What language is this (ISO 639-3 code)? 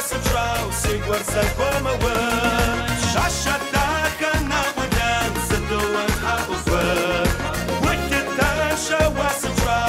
kbd